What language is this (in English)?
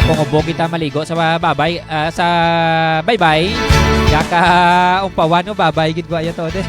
Hiligaynon